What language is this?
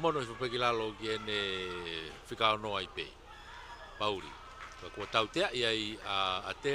Tongan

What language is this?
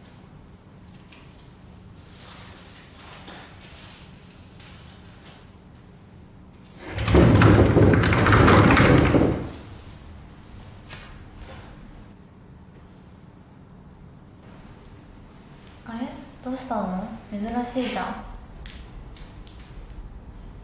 Japanese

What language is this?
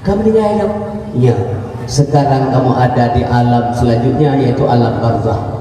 Achinese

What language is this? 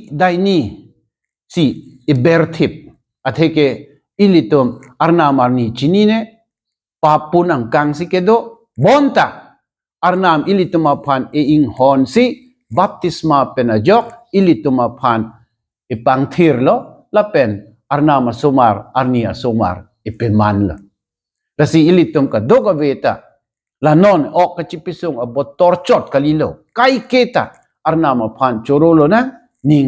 Karbi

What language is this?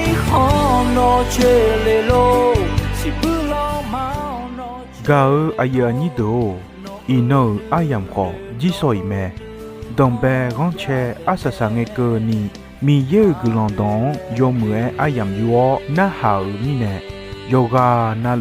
Akha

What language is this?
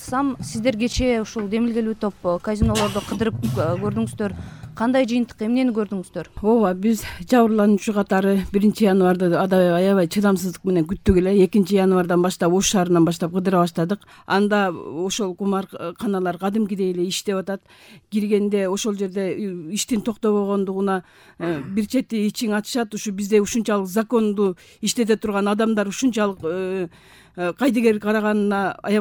Kyrgyz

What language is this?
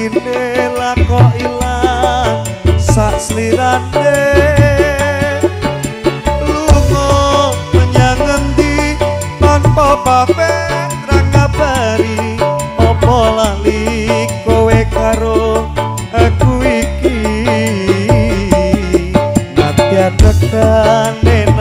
Javanese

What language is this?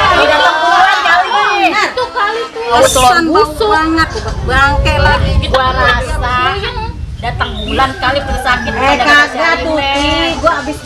Betawi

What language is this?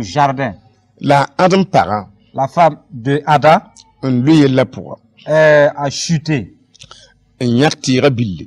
Mossi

